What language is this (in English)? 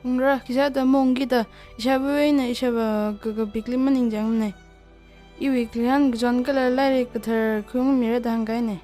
Tangkhul Naga (India)